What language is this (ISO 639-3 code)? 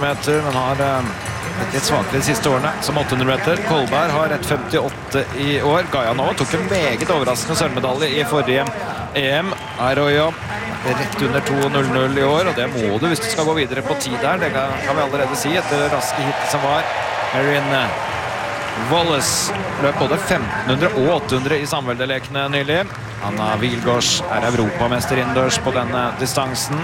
nor